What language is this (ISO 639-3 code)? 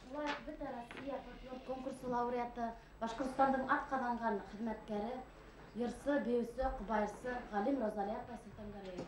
bak